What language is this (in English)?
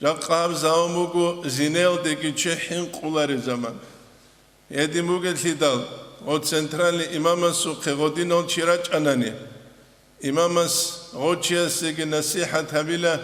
Avaric